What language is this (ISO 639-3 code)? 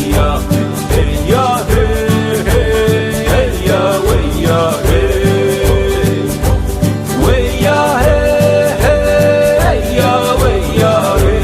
xav